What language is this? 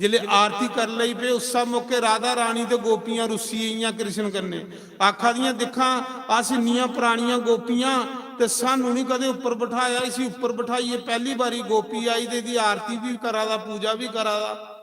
Dogri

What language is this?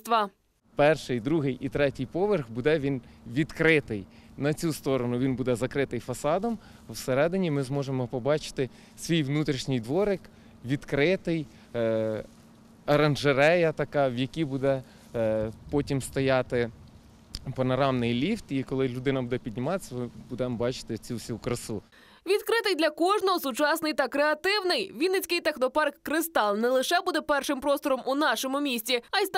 Ukrainian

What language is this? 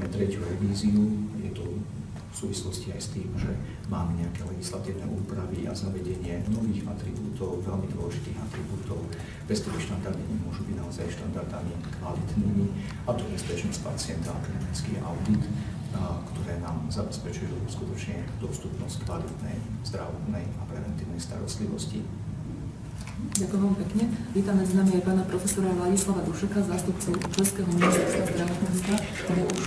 Slovak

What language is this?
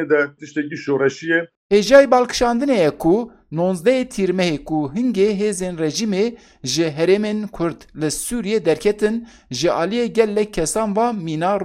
Kurdish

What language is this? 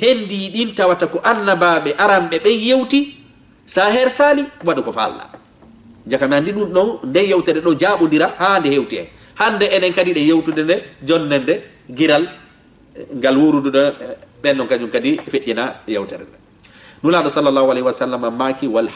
Fula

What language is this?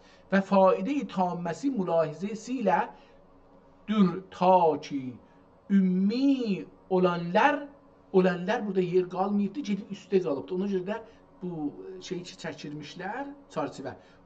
South Azerbaijani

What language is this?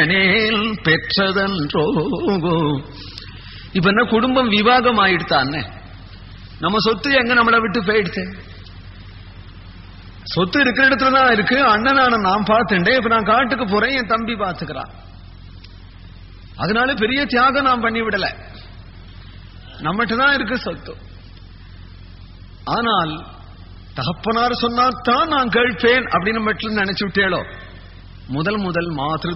Tamil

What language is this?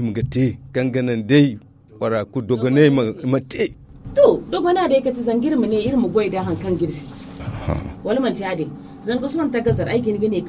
Zarma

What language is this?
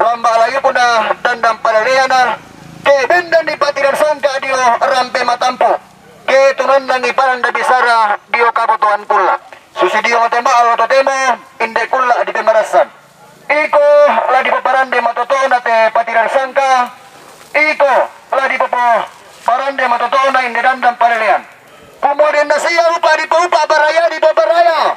Toraja-Sa'dan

